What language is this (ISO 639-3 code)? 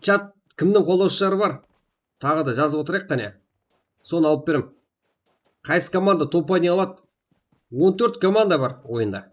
kaa